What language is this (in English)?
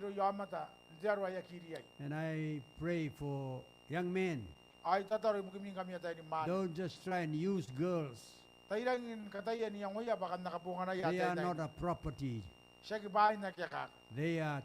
Gilbertese